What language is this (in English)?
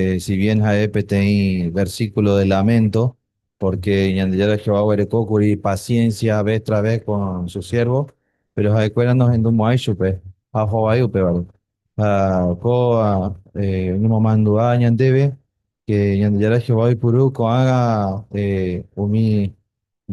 Guarani